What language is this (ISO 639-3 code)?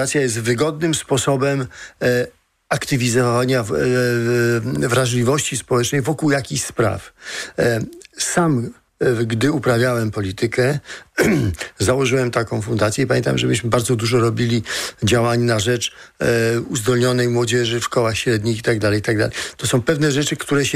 pol